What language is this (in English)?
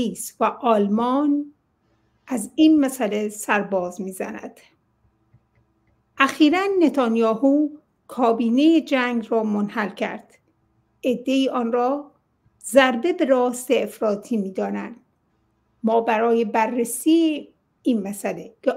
Persian